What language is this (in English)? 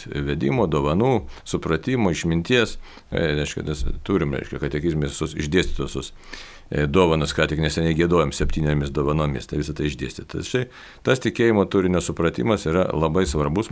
Lithuanian